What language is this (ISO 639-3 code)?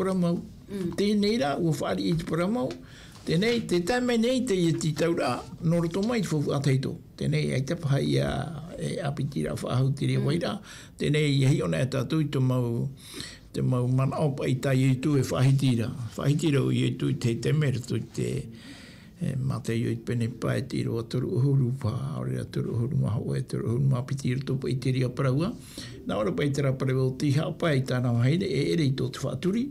tah